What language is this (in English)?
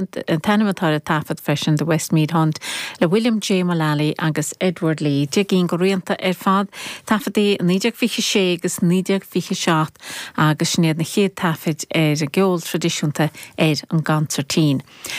Irish